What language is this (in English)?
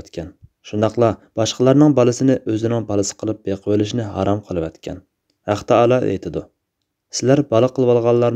Uyghur